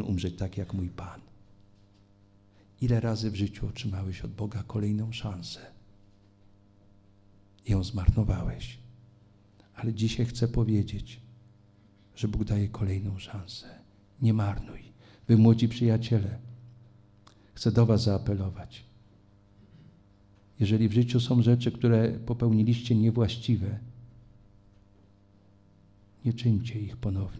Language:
Polish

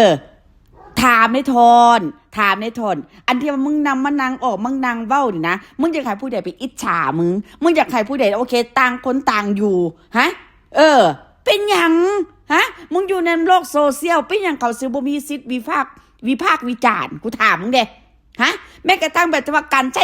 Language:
Northeastern Thai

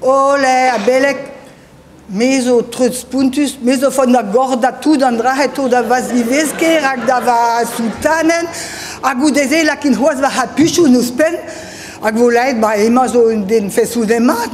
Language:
Breton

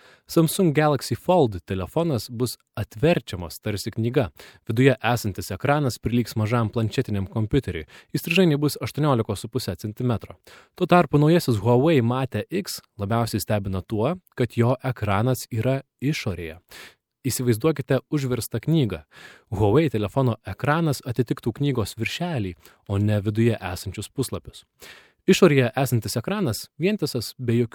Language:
Lithuanian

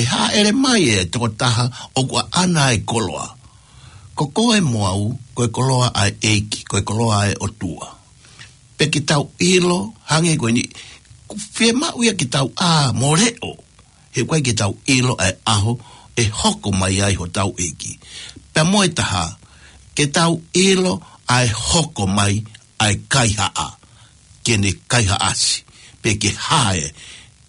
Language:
Tongan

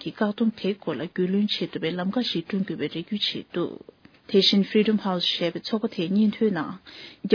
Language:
Tibetan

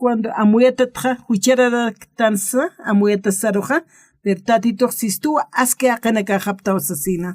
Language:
Aymara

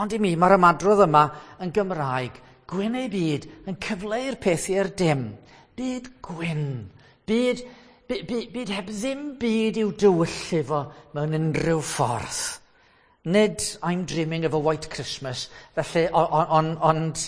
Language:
Welsh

